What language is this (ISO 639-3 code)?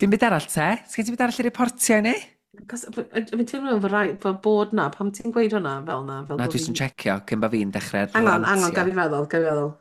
cym